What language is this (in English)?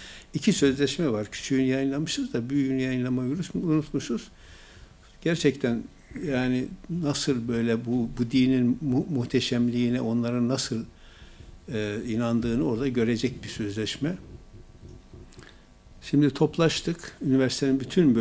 Turkish